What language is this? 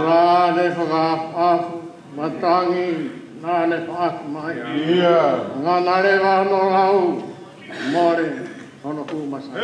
Tongan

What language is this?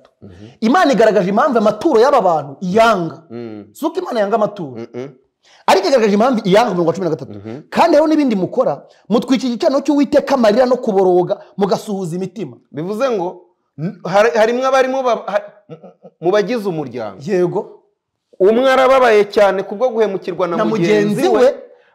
Kinyarwanda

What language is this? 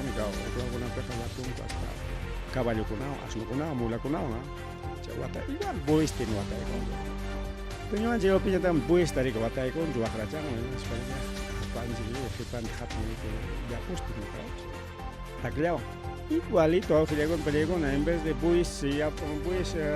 Ayacucho Quechua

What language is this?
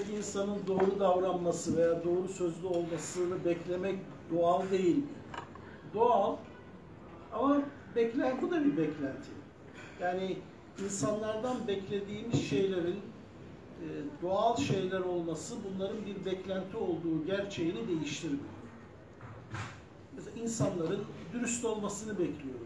Turkish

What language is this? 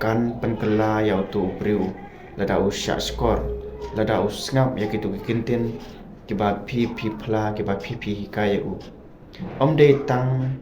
Khasi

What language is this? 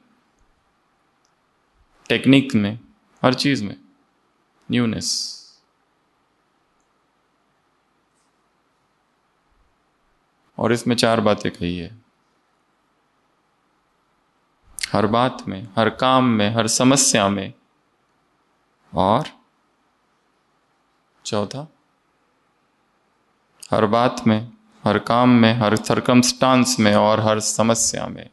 Hindi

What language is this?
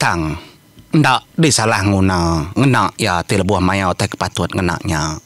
Iban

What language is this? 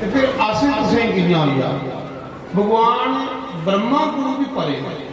Dogri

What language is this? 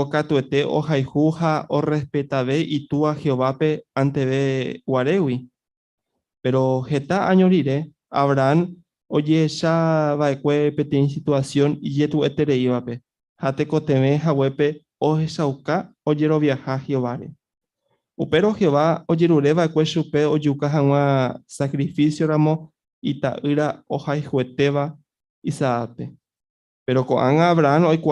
Guarani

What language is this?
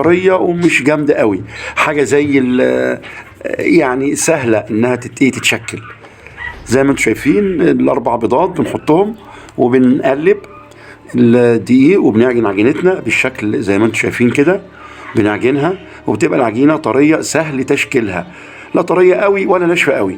Egyptian Arabic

